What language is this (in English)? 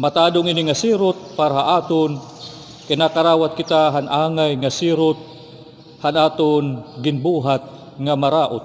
Waray